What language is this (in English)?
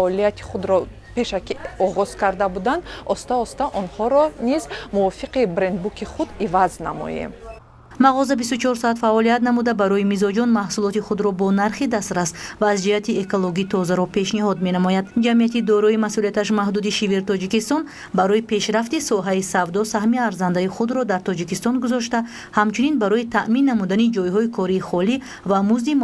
Tajik